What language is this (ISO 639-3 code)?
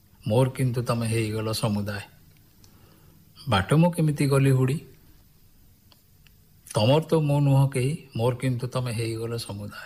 ori